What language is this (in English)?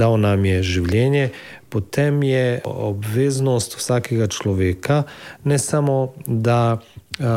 Slovenian